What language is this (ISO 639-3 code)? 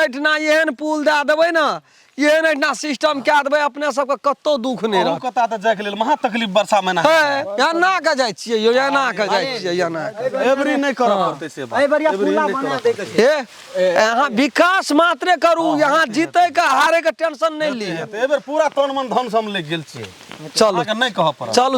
mai